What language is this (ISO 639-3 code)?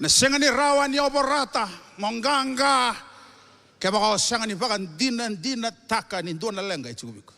fij